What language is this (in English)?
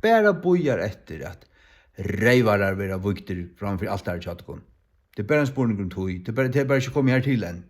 Faroese